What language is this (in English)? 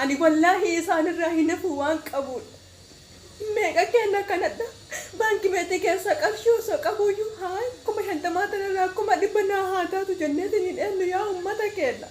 Oromo